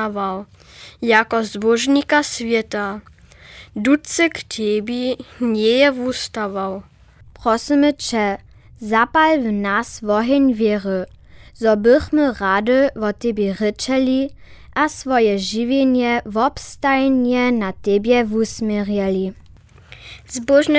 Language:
Upper Sorbian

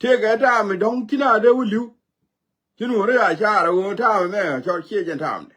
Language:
Nuer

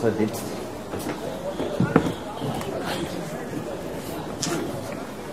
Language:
Danish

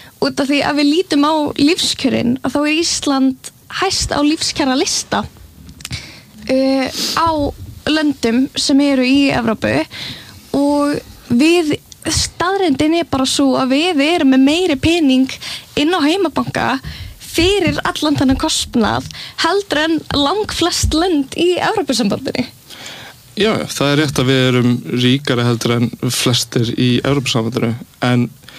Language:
Icelandic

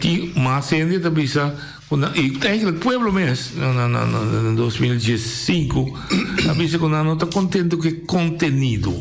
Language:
Papiamento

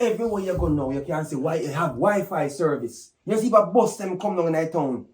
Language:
Jamaican Creole English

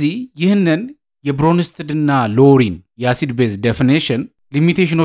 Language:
Amharic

